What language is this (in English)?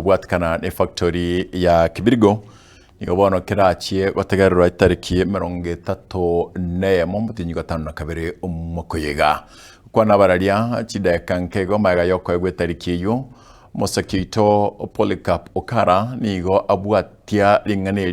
Gusii